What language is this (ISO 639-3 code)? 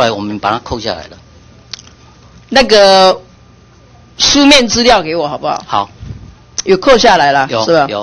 zho